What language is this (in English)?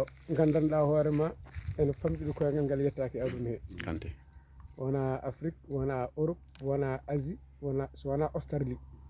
Fula